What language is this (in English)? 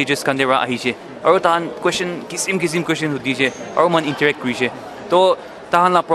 Naga Pidgin